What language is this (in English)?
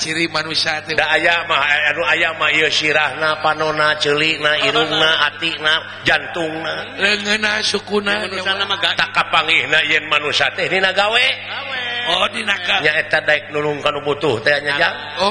Sundanese